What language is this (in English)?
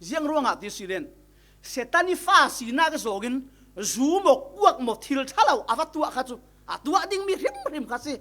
Falam Chin